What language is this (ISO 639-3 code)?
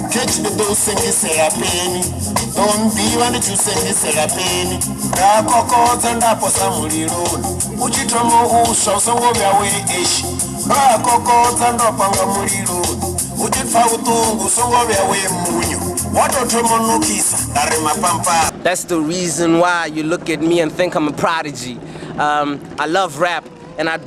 ven